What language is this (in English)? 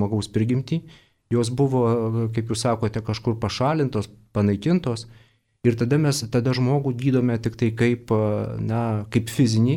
Lithuanian